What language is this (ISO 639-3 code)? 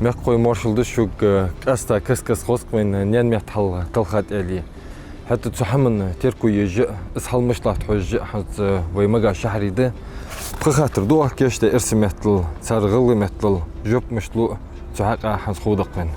inh